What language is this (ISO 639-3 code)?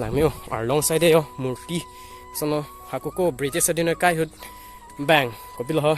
mjw